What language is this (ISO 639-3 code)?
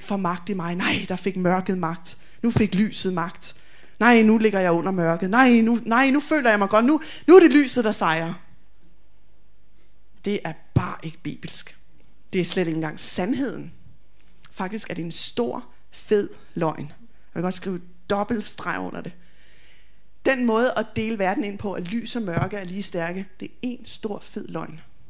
dan